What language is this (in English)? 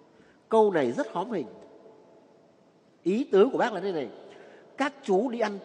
Vietnamese